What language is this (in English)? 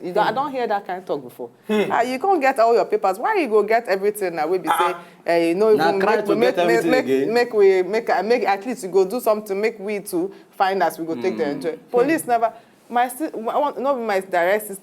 Nigerian Pidgin